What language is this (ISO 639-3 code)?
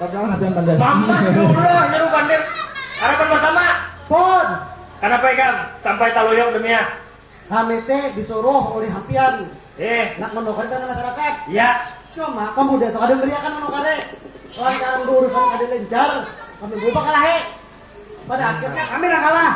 bjn